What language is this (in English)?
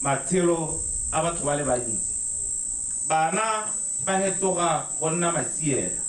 Tswana